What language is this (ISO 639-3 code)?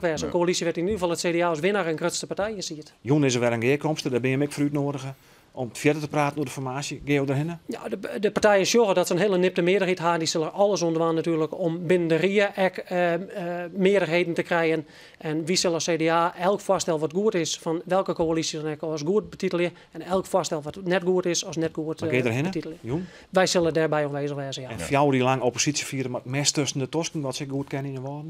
fry